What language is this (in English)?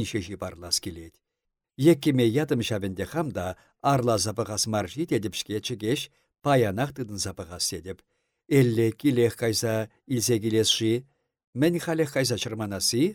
Chuvash